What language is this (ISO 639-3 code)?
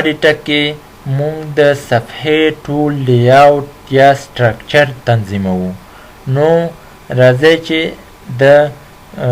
pus